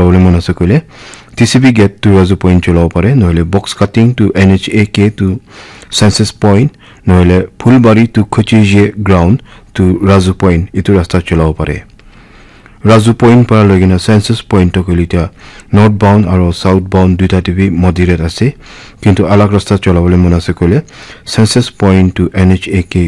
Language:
Naga Pidgin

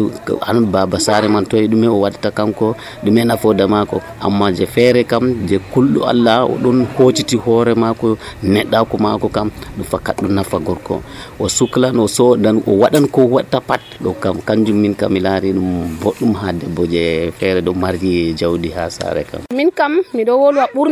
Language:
Nigerian Fulfulde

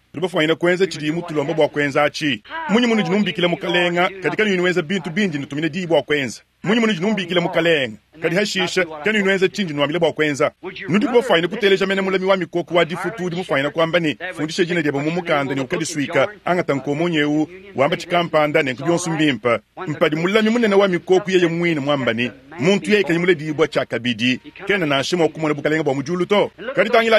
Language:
Luba-Lulua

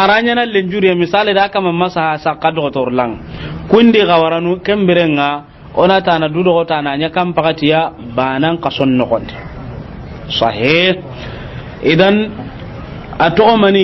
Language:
Soninke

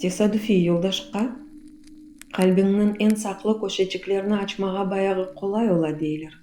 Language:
Crimean Tatar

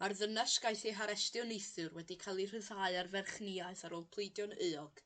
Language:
Welsh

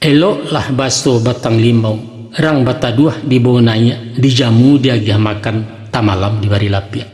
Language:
Minangkabau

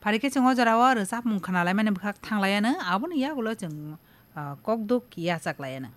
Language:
Kok Borok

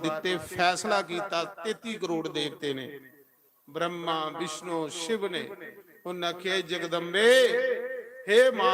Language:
Dogri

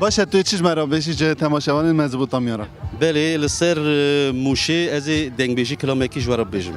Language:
Kurdish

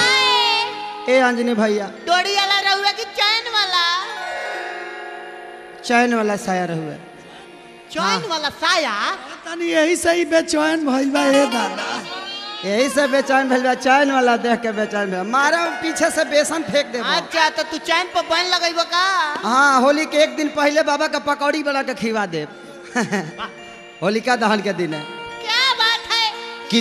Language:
Bhojpuri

